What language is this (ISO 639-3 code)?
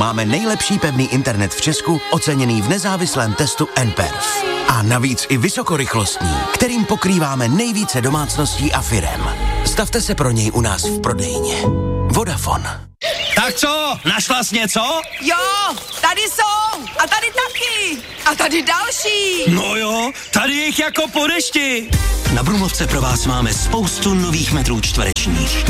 ces